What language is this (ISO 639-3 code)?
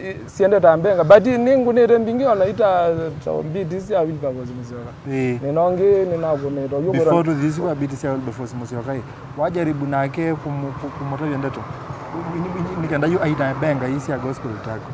kam